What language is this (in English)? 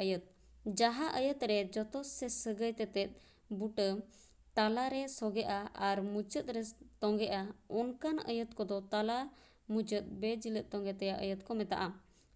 Santali